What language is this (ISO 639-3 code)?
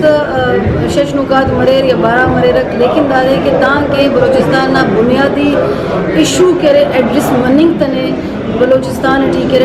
brh